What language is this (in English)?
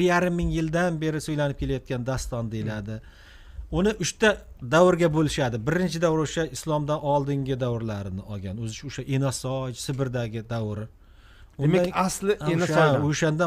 Uzbek